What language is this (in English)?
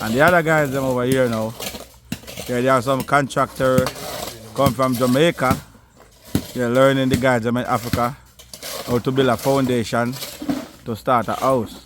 Jamaican Creole English